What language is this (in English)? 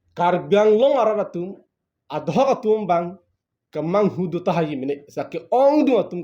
Karbi